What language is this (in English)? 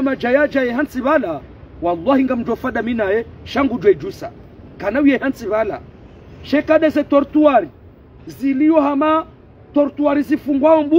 Ngazidja Comorian